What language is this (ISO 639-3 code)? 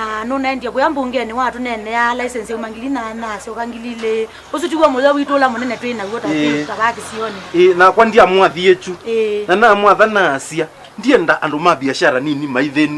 kam